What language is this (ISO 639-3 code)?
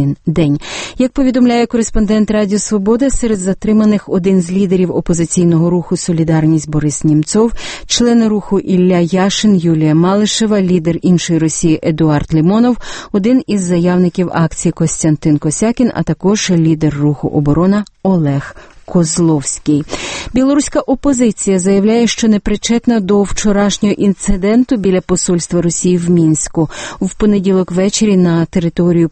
ukr